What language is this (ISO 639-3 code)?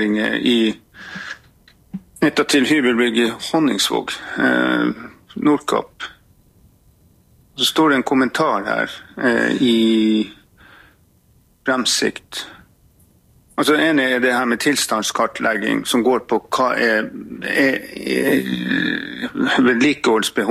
nor